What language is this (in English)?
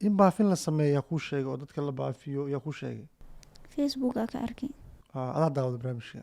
Somali